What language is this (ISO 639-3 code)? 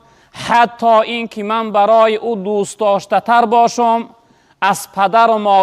tgk